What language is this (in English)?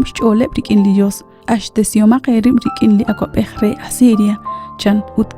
Kekchí